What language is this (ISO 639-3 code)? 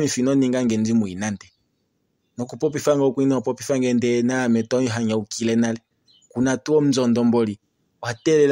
kua